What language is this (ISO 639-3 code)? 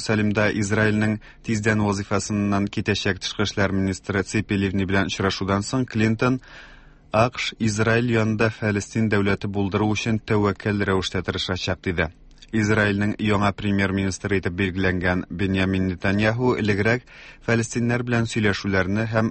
tat